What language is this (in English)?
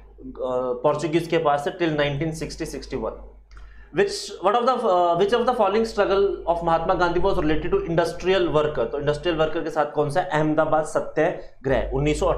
Hindi